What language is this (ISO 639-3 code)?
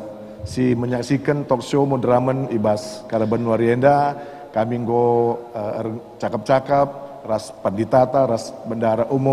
btx